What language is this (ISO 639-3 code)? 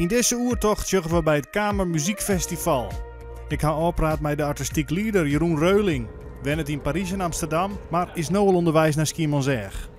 fry